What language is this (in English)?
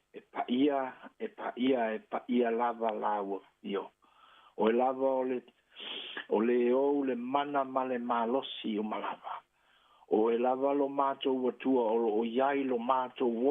Samoan